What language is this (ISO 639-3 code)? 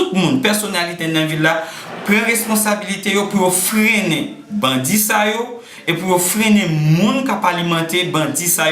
hat